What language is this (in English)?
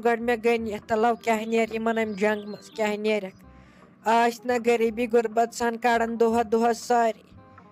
Kashmiri